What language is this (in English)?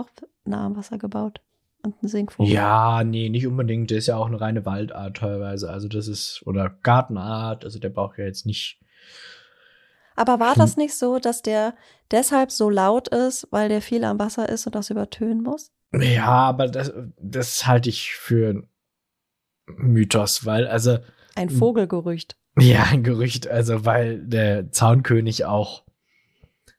German